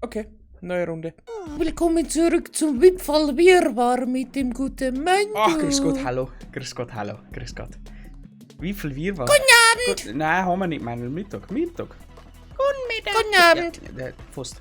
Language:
Bavarian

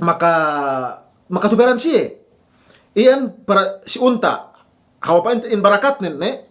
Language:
Yakan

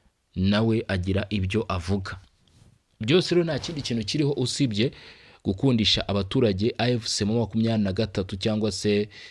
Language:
Kinyarwanda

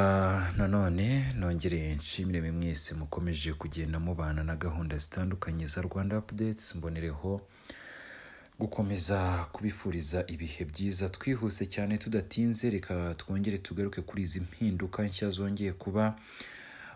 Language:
Kinyarwanda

